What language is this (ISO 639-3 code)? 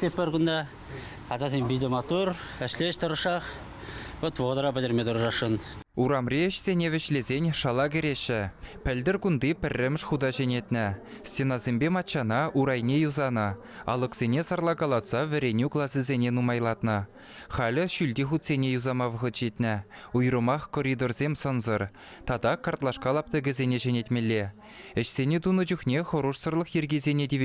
chv